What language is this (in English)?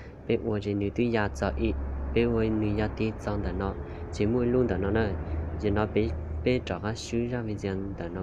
Hmong